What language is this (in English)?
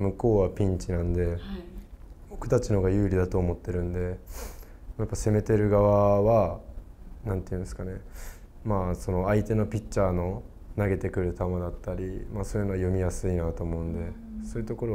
Japanese